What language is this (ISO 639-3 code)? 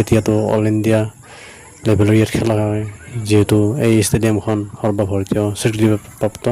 asm